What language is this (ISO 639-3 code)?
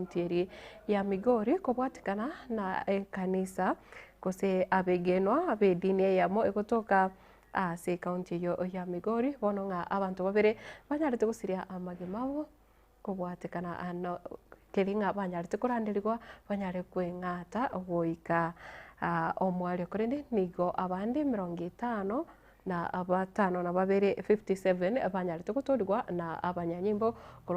guz